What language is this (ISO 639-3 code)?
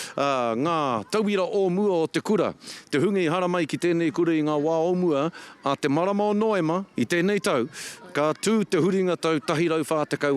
mri